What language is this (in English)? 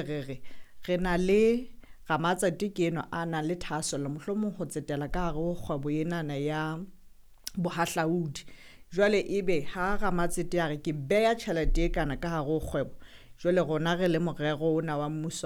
Southern Sotho